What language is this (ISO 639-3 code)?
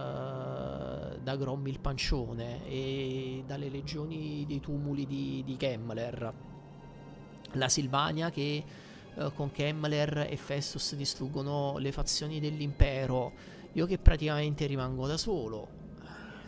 ita